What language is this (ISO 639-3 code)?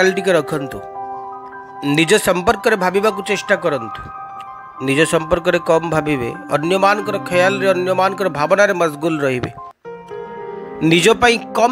ori